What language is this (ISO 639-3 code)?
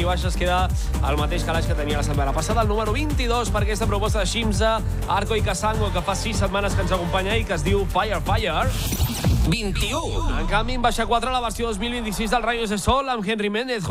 cat